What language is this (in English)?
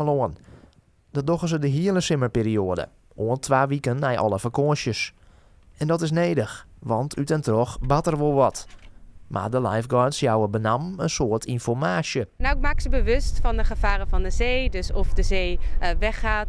Western Frisian